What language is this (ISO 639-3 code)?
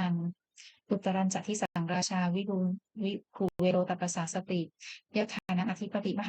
pli